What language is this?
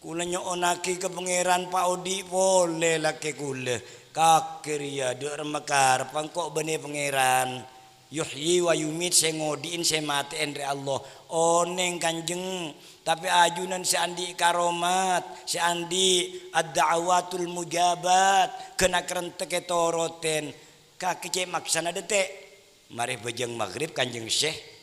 Madurese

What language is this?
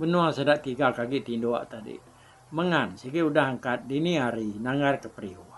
Iban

